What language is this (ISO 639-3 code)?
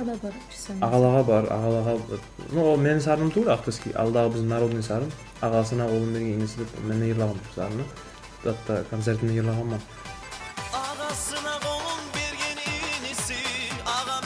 kum